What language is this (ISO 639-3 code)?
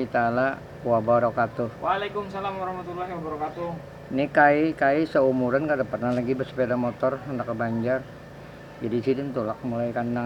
bjn